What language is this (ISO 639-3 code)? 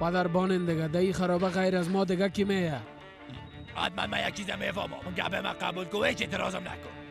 fas